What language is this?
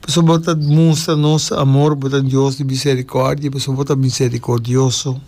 Papiamento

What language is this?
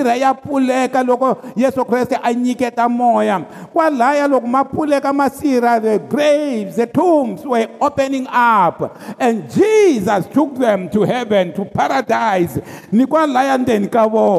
Tsonga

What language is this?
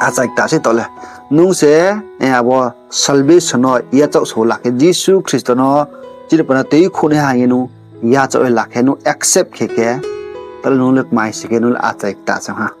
Riang (India)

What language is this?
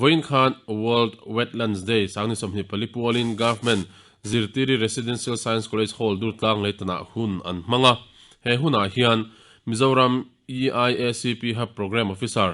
Mizo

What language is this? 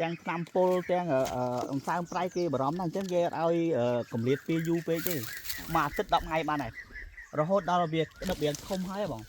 Khmer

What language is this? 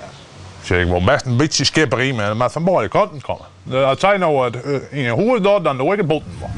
Western Frisian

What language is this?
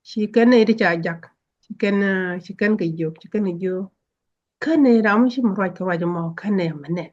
Nuer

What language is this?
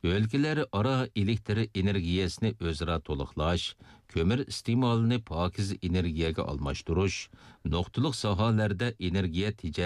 Uyghur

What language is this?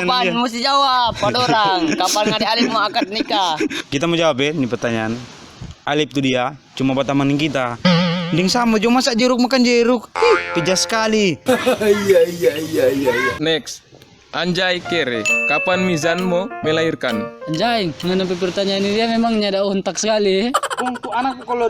Manado Malay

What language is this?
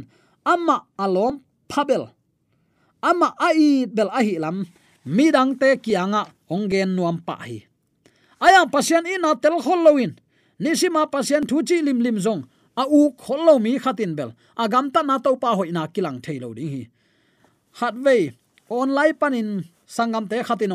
Tedim Chin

